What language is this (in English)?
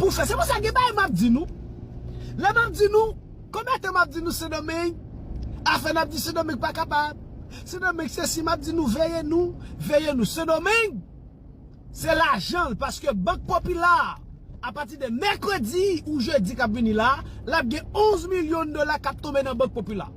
Haitian Creole